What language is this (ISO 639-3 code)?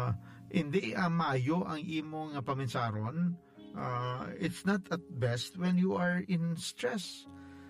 hil